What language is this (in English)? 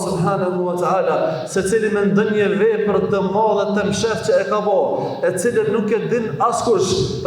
Albanian